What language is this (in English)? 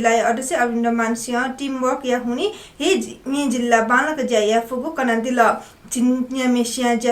Newari